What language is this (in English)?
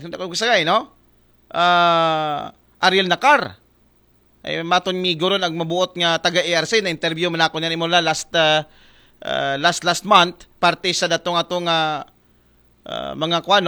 Aklanon